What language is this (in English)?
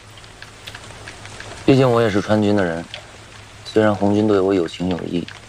Chinese